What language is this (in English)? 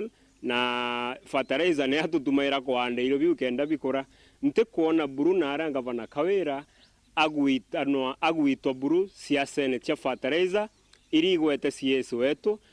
Meru